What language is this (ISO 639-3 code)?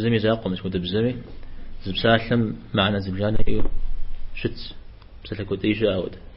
kbd